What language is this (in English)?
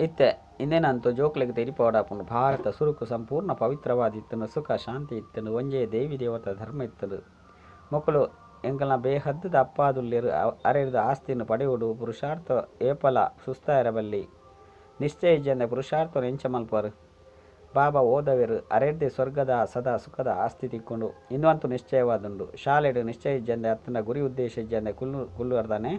Tulu